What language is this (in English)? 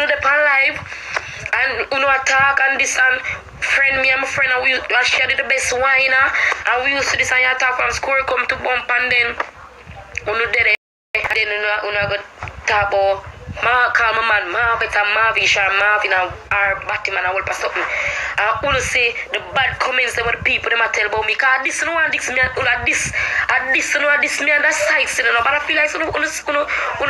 Jamaican Creole English